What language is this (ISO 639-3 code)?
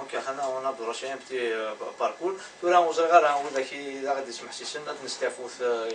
kab